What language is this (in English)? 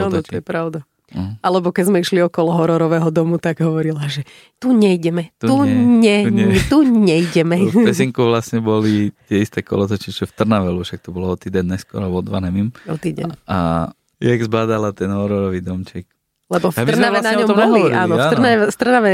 Slovak